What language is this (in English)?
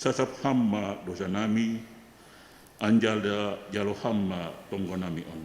Batak Simalungun